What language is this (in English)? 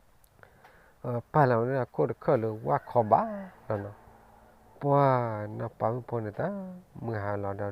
S'gaw Karen